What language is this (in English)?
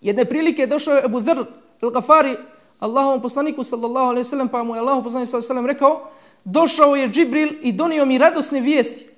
Bosnian